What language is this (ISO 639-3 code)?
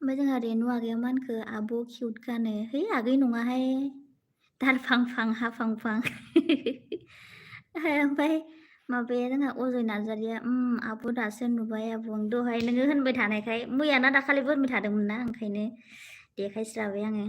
brx